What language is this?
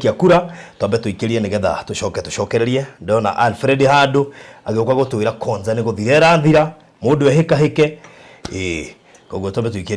Kikuyu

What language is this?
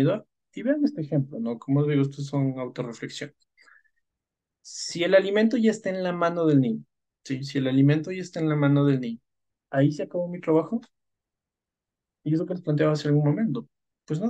Spanish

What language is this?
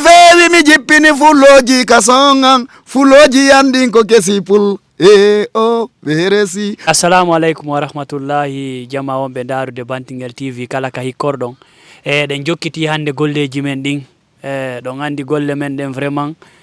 Fula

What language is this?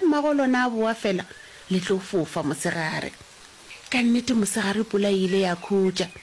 Northern Sotho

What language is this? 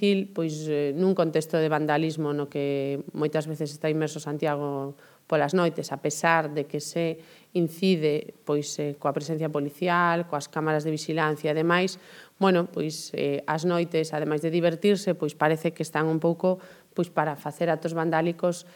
Galician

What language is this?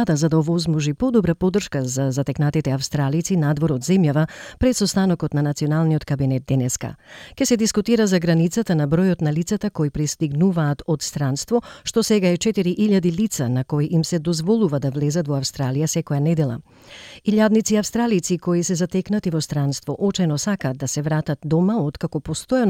Macedonian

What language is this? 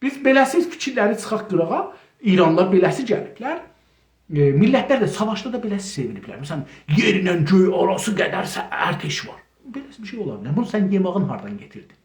South Azerbaijani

